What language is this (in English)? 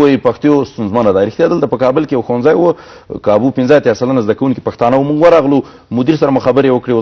Pashto